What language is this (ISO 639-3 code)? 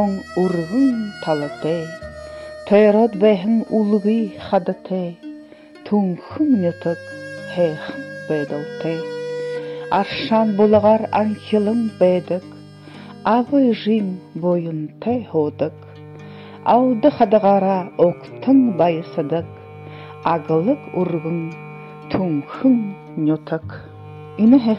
bua